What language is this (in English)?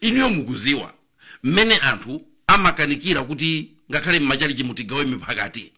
Nyanja